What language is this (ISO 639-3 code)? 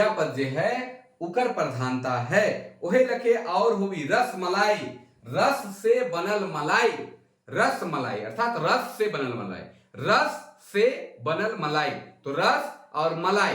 sck